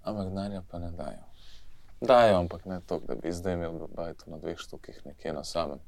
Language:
Slovenian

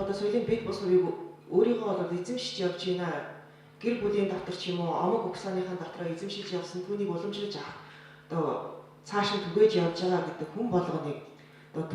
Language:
Mongolian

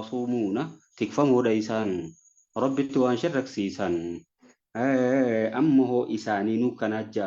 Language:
Oromo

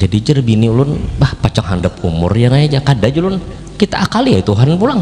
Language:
Banjar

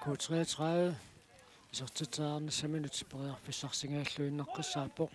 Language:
Kalaallisut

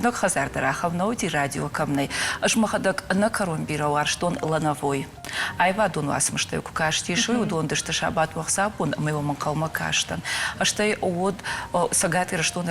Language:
Ossetic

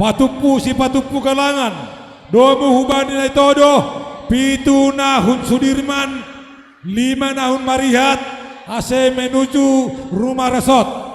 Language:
Batak Simalungun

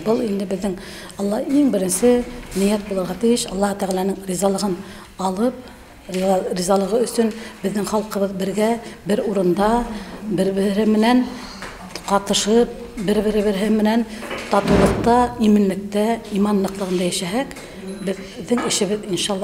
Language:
Bashkir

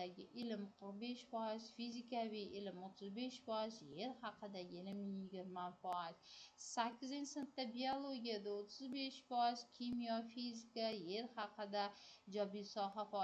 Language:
Uzbek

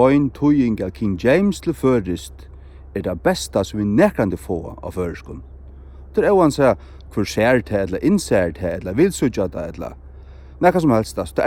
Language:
Faroese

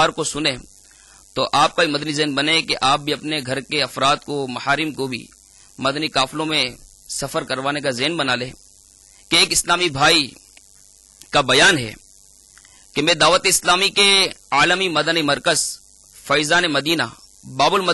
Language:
Urdu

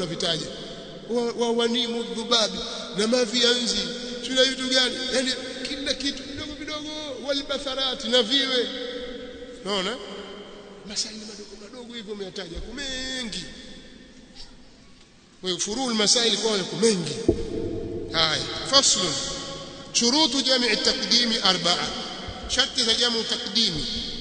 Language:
Swahili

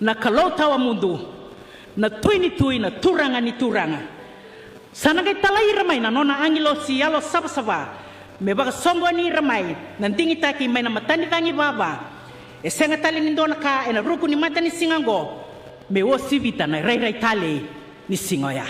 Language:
Fijian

